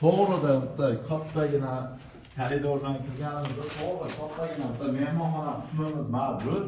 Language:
Uzbek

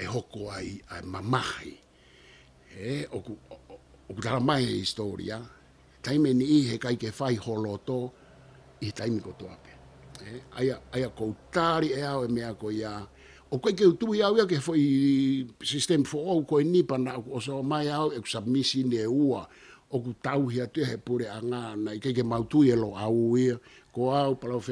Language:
Tongan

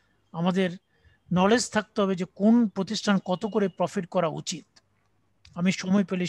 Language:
Bangla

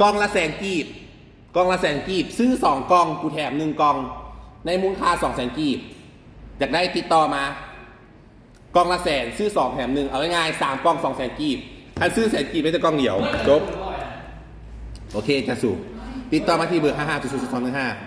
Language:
Lao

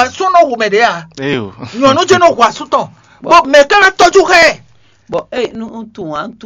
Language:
Fon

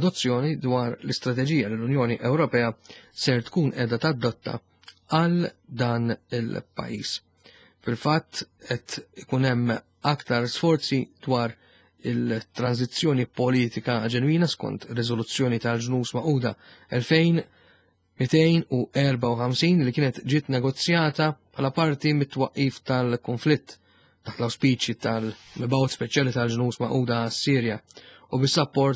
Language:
Maltese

